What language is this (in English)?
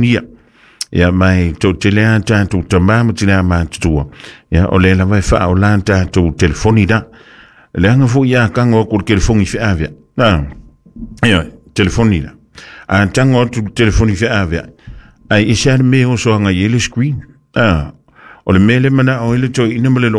Samoan